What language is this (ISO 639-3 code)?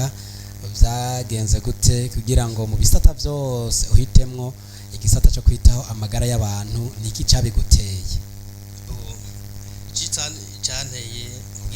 run